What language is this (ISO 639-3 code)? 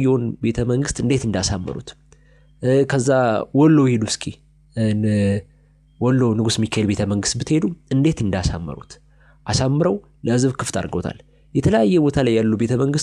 amh